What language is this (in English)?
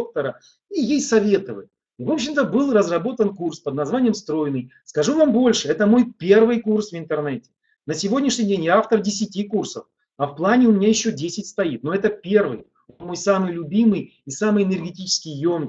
Russian